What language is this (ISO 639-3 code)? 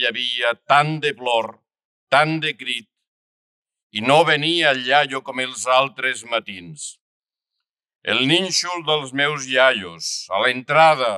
cat